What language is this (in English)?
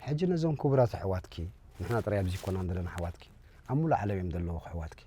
Tigrinya